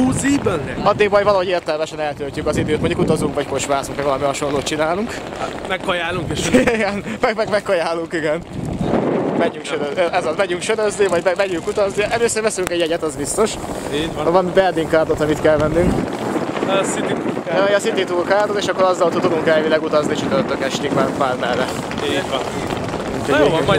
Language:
Hungarian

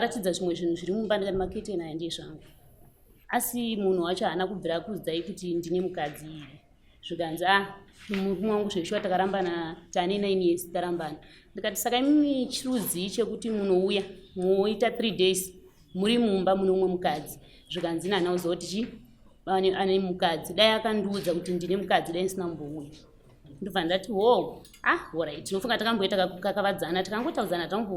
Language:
Shona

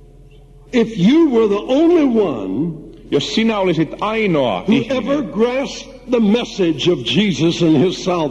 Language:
Finnish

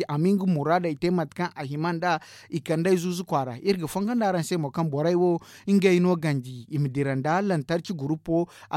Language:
Zarma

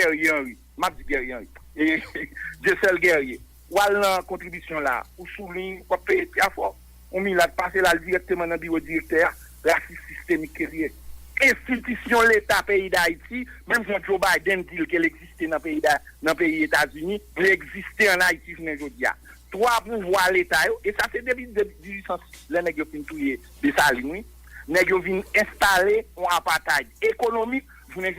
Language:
Haitian Creole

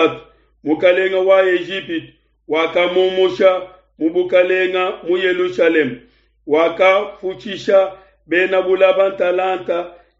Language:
Luba-Lulua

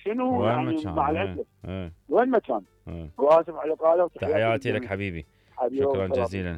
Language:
Mesopotamian Arabic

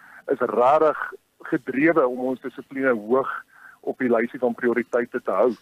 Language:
Afrikaans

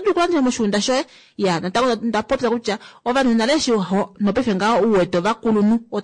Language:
Kuanyama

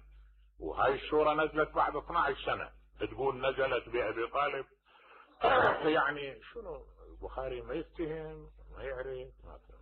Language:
Mesopotamian Arabic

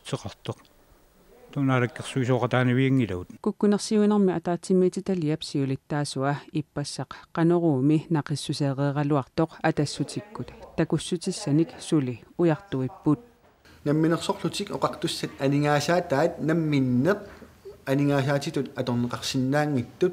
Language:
Kalaallisut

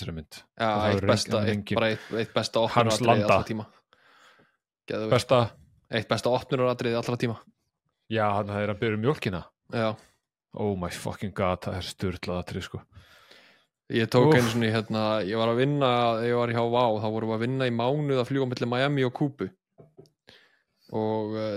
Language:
Icelandic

